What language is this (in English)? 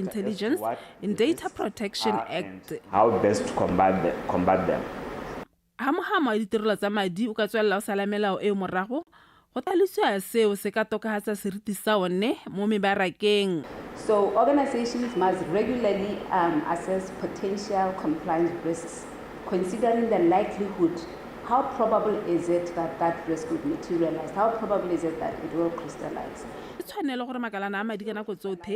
Tswana